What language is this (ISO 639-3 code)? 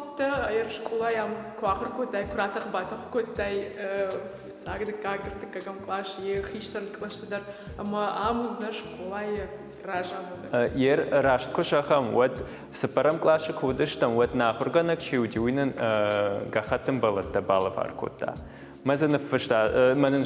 oss